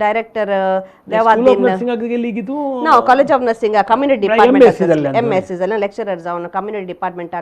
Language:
Konkani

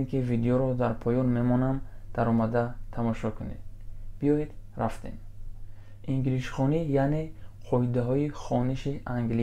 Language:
Tajik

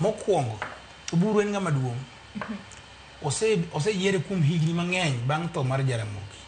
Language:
Luo (Kenya and Tanzania)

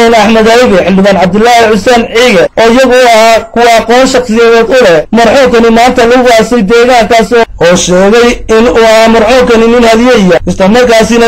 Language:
Somali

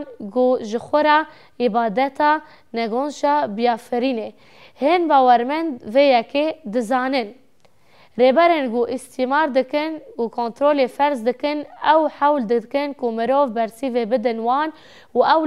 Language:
Kurdish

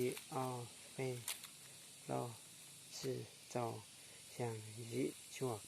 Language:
Hmong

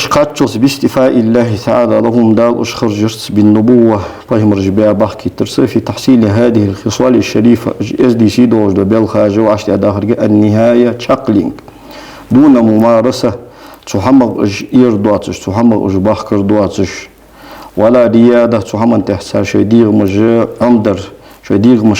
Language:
Ingush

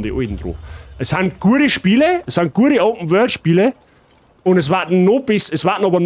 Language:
Bavarian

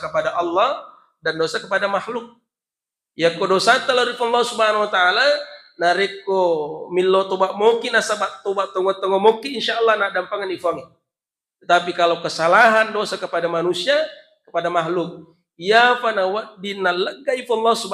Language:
Buginese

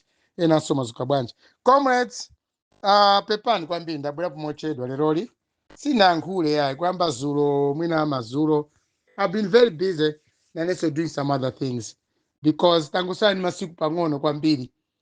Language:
Nyanja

